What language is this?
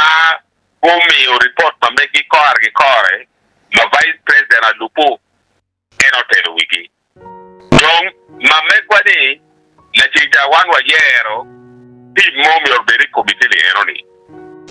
Acoli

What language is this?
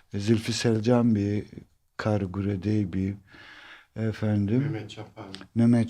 Zaza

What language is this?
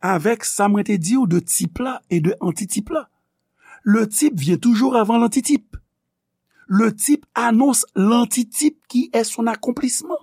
Haitian Creole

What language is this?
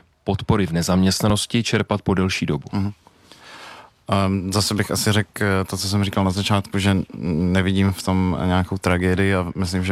Czech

